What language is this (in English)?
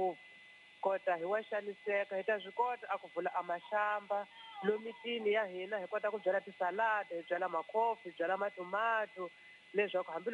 Tsonga